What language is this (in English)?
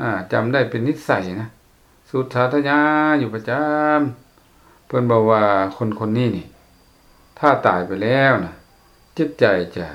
Lao